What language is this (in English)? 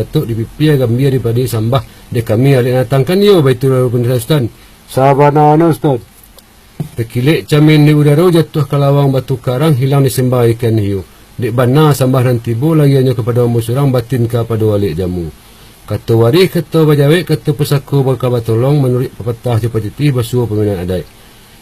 Minangkabau